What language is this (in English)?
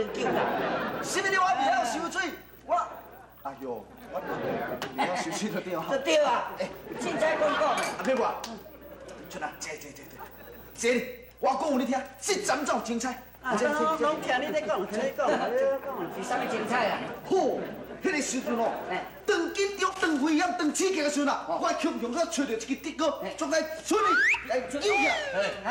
Min Nan Chinese